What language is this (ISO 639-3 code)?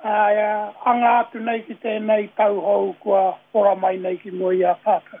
mri